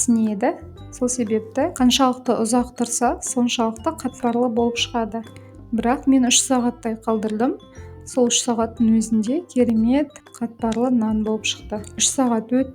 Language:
Kazakh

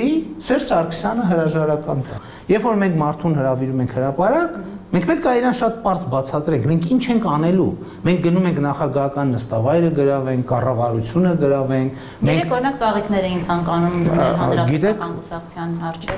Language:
Armenian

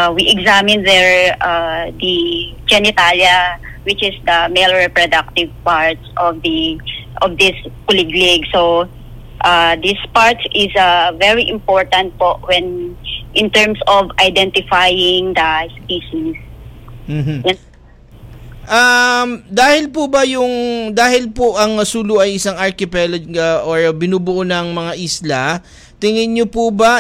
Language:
Filipino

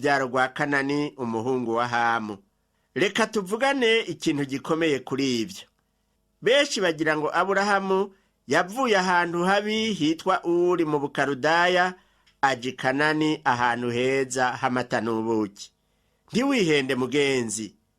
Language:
Rundi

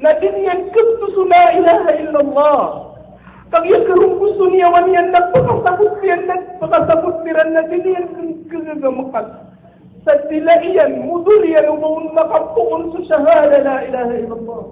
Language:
Maranao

